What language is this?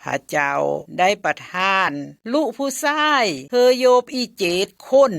Lao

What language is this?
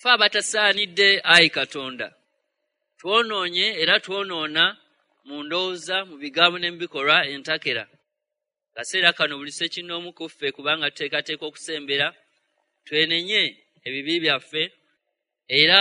Ganda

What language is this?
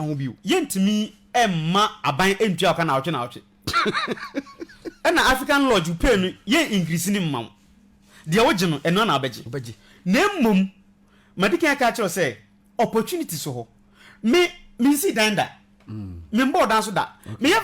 Akan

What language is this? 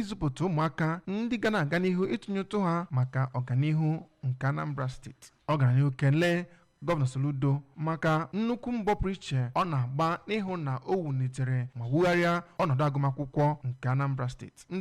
Igbo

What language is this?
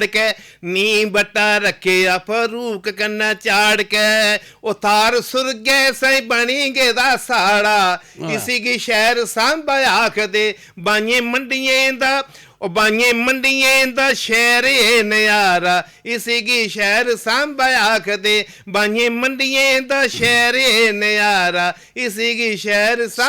Dogri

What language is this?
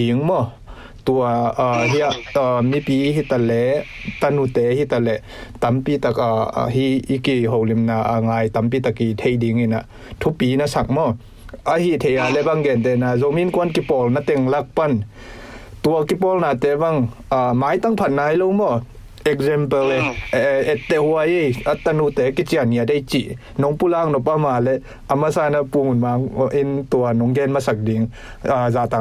Tedim Chin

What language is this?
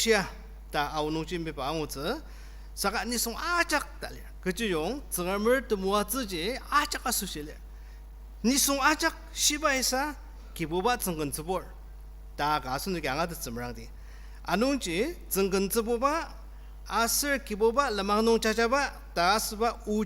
Ao Naga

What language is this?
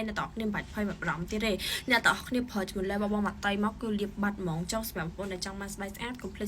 Khmer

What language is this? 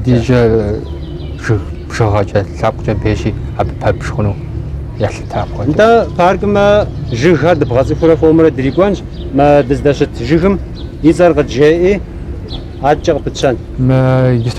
Kabardian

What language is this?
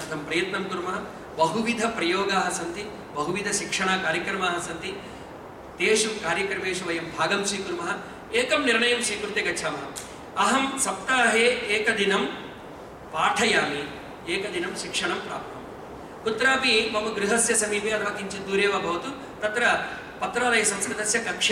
Sanskrit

